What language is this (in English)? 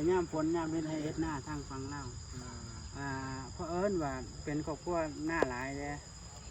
Northeastern Thai